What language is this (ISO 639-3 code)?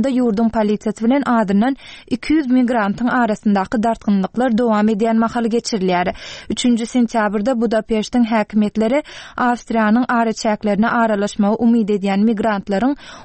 tuk